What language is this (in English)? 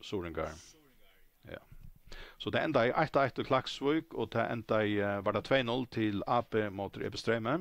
Faroese